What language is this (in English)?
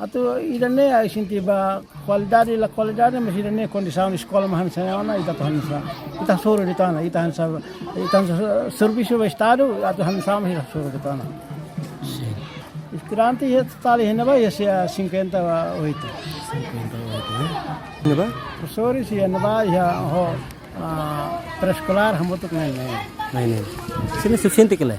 Tetum